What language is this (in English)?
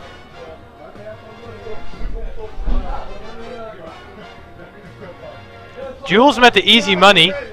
Dutch